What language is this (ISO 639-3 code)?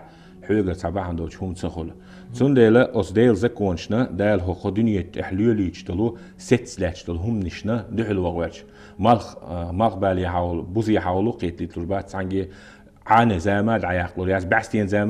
che